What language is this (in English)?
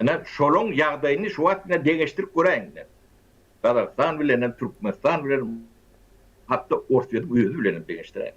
Turkmen